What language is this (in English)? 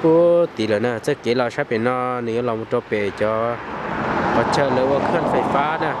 Hmong